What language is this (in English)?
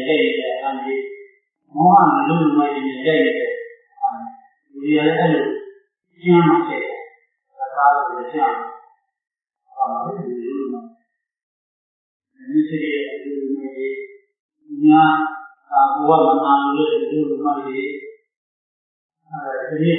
Burmese